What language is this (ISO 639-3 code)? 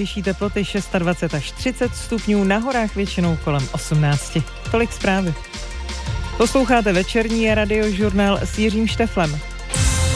ces